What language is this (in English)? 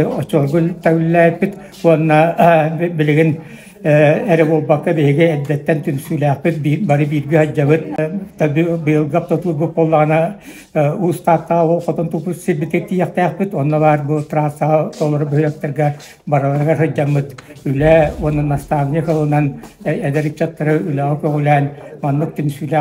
Yakut